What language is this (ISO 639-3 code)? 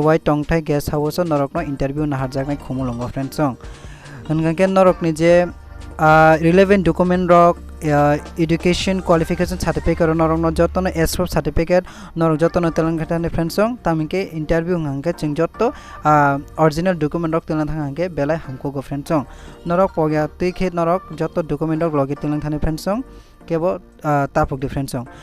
trp